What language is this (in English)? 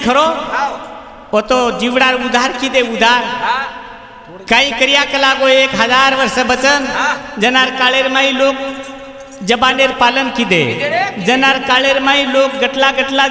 Lambadi